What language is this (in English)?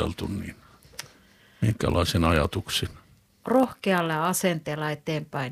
Finnish